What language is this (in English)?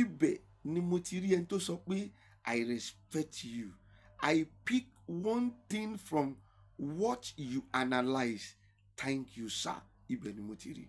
Yoruba